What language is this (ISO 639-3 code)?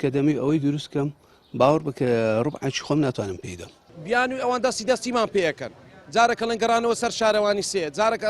ckb